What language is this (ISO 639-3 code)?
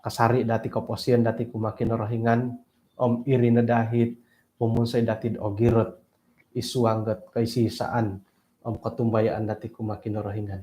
dtp